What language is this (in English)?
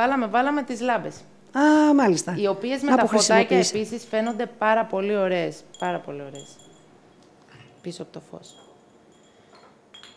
Greek